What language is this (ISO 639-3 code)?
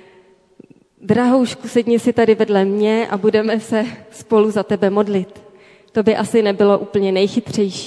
ces